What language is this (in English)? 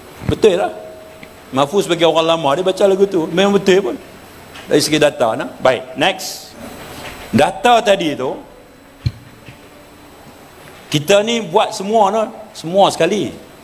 Malay